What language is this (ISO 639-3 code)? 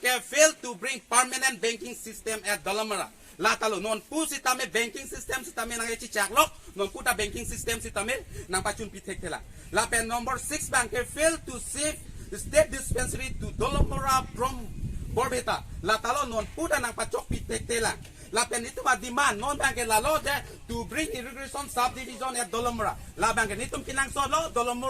mjw